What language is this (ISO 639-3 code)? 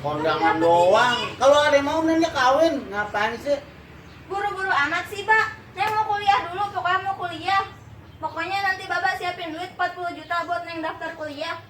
bew